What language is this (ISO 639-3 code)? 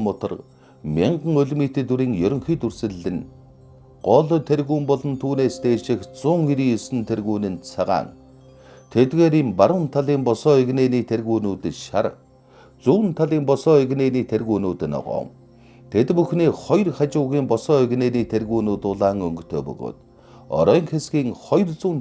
mon